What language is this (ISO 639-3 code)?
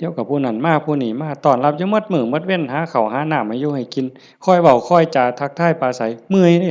lao